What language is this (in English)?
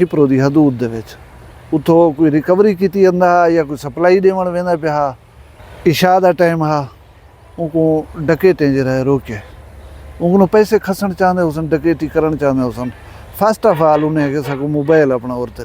Saraiki